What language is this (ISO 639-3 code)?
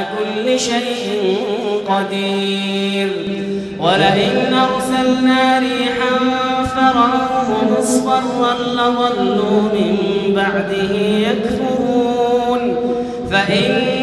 ara